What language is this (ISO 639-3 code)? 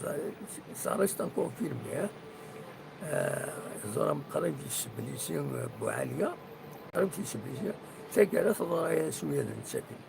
kab